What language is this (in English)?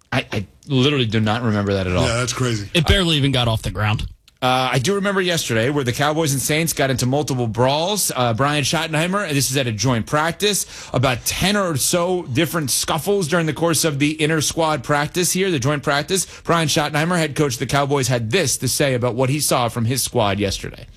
English